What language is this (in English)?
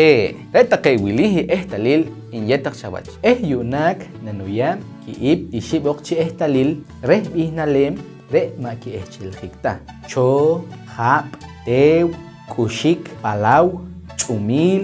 Poqomchi'